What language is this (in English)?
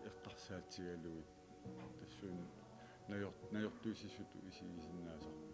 Kalaallisut